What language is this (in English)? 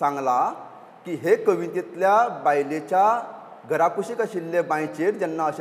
Konkani